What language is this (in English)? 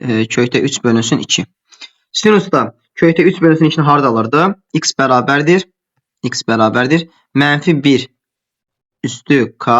Azerbaijani